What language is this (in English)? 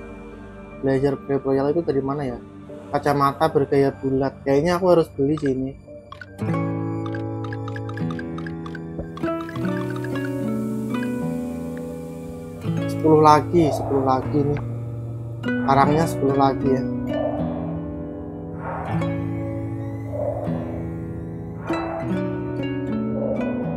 Indonesian